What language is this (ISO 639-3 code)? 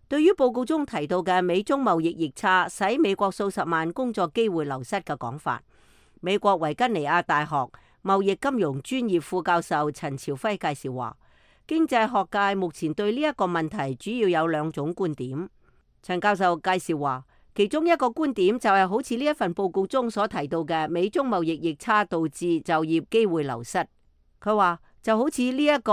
yue